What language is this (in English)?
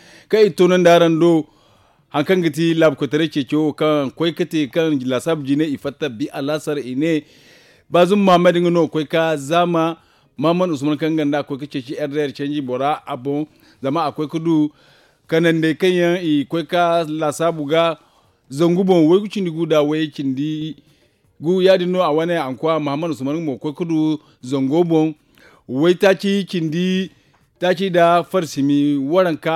Zarma